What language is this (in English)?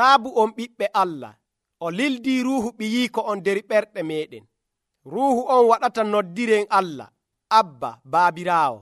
Nigerian Fulfulde